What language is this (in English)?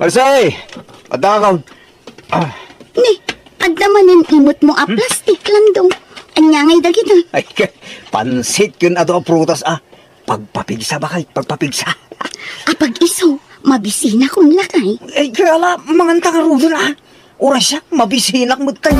Iloko